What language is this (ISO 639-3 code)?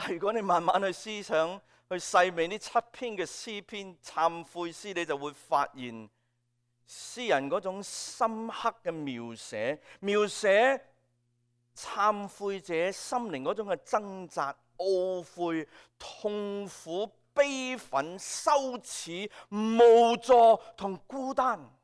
yue